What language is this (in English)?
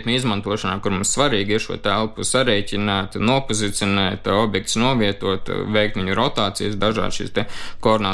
Latvian